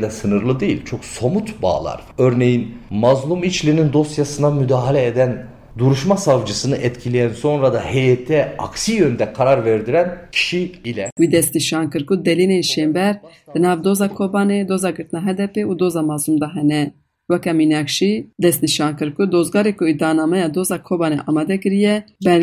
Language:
Kurdish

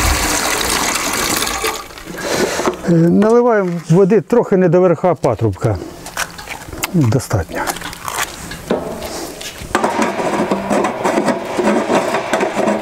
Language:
Ukrainian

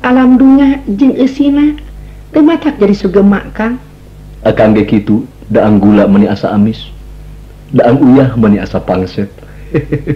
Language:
Sundanese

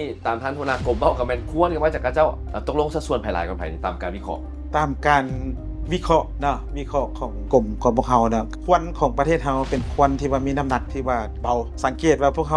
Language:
Lao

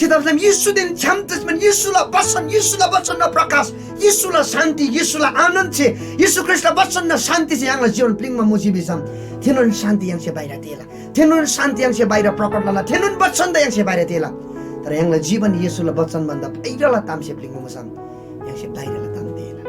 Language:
Eastern Tamang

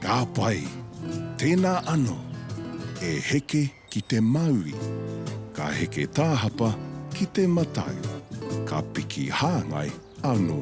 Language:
Māori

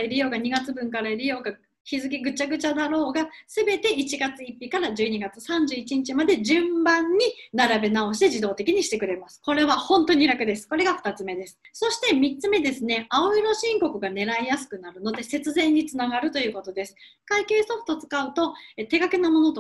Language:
Japanese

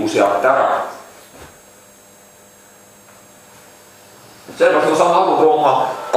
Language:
Estonian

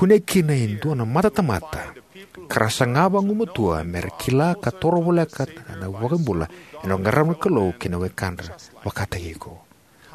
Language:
Fijian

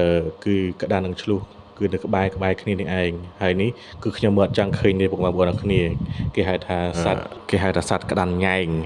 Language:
Khmer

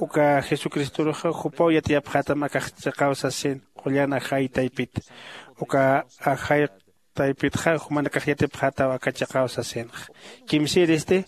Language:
Aymara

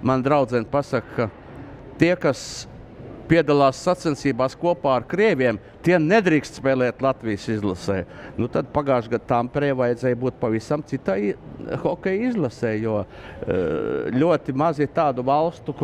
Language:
Latvian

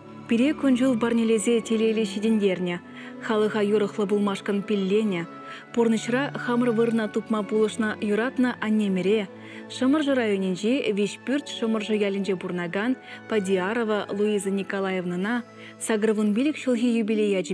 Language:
Chuvash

